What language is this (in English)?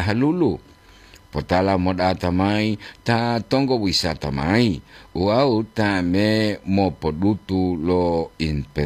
Gorontalo